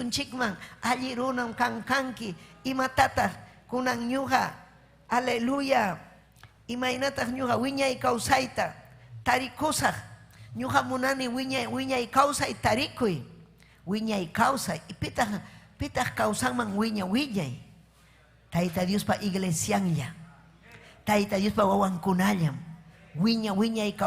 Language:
Ayacucho Quechua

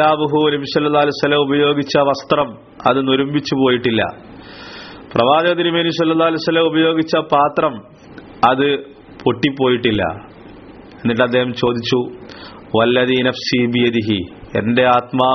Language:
Malayalam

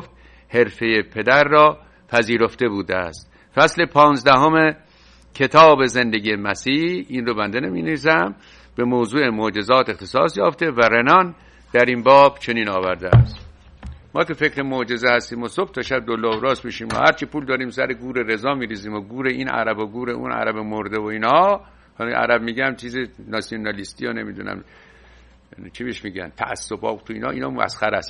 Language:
Persian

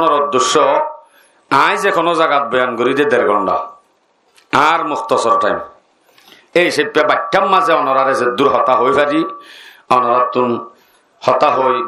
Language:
Rohingya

